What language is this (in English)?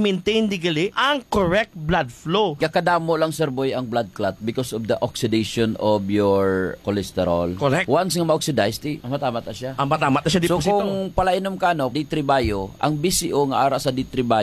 Hiligaynon